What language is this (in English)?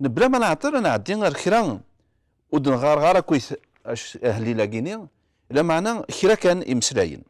Kabyle